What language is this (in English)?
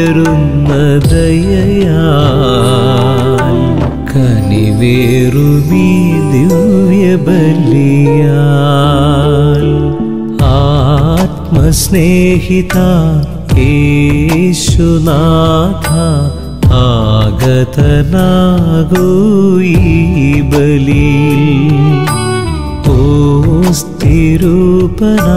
Malayalam